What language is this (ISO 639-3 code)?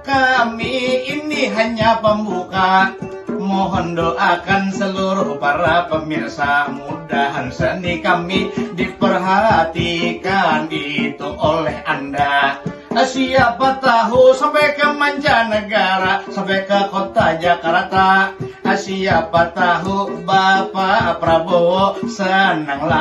bjn